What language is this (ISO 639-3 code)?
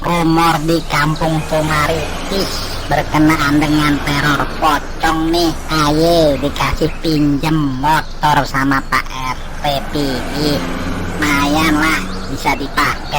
bew